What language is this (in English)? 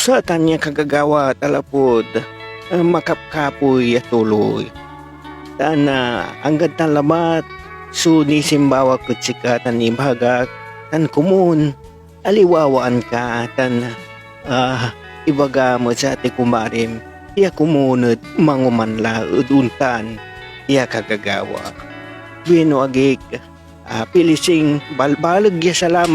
Pangasinan